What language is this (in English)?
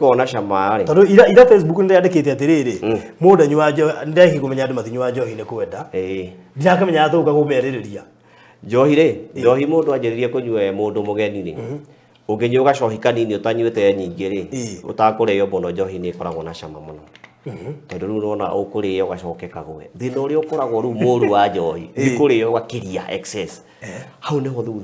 Kikuyu